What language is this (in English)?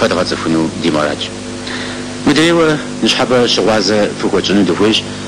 Kabardian